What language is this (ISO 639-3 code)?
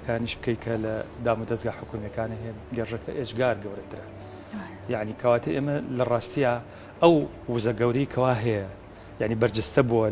ckb